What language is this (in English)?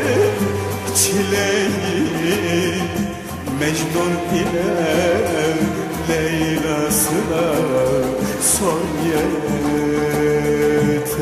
Turkish